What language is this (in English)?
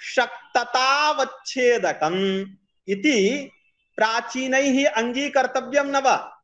Sanskrit